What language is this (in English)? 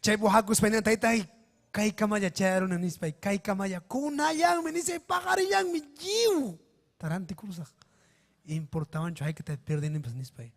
Ayacucho Quechua